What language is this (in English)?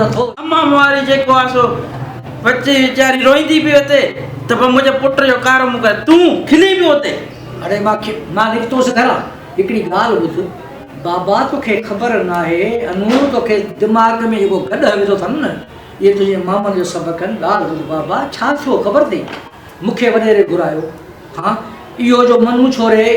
Sindhi